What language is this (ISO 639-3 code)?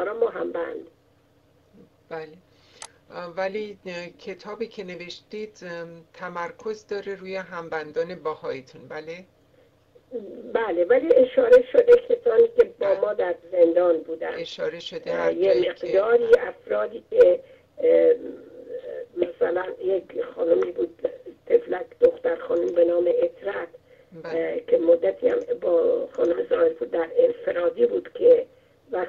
fas